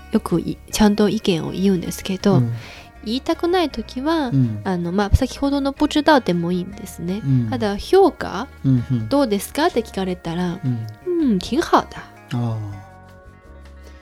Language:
Japanese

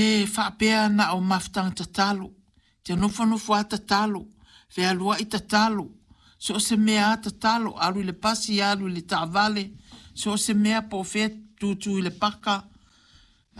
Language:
Samoan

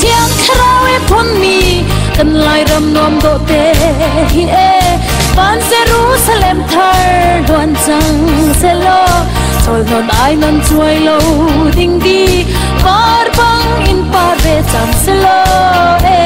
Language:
Hakha Chin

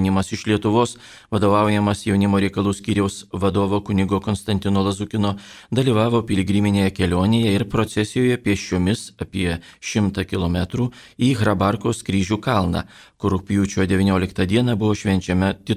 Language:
Lithuanian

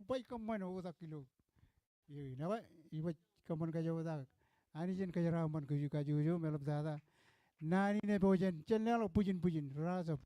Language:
Marshallese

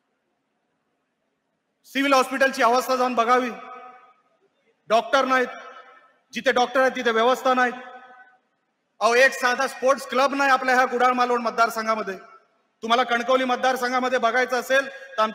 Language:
Marathi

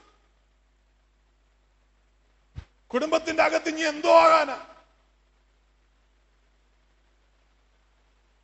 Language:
Malayalam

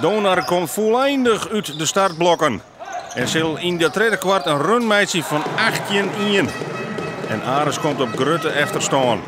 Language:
Western Frisian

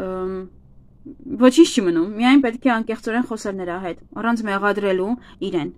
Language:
Armenian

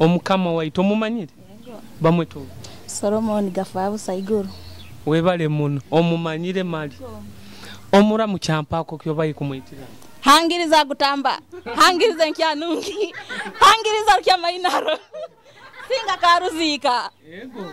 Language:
Nyoro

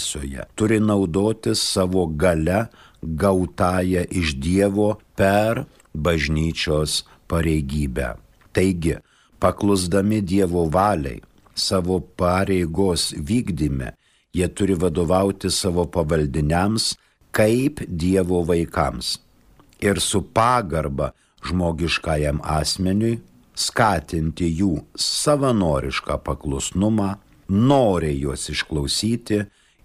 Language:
Lithuanian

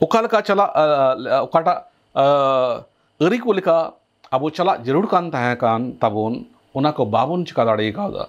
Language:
Santali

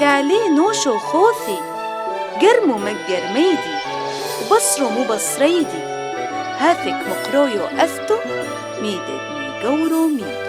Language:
Turoyo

